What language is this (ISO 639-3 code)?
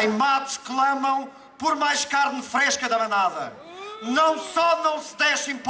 por